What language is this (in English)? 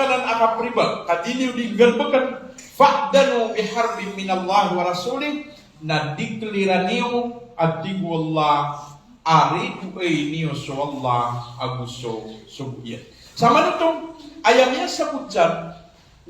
Maranao